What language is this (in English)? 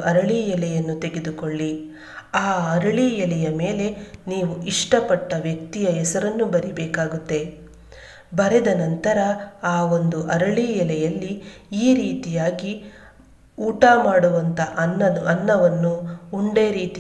Kannada